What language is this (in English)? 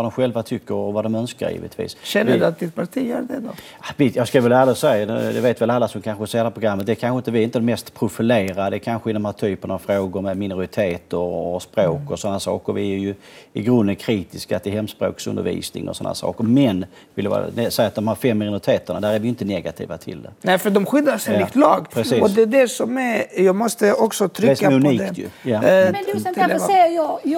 Swedish